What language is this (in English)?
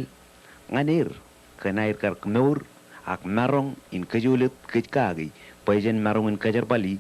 Marshallese